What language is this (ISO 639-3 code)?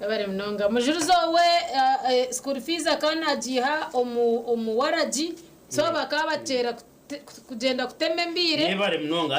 nyn